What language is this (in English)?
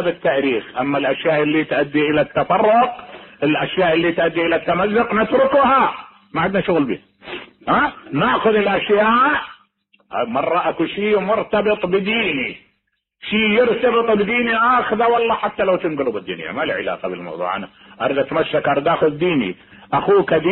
Mesopotamian Arabic